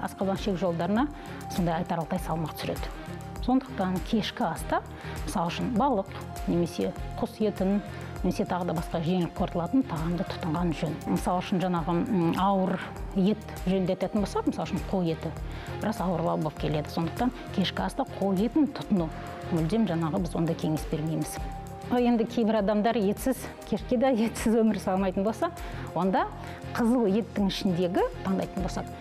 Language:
Kazakh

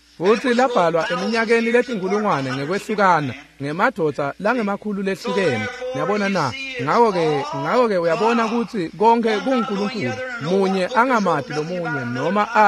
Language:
Swati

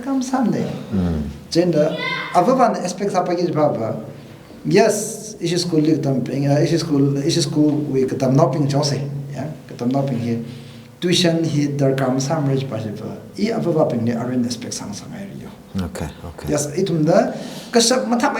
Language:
Tangkhul Naga (India)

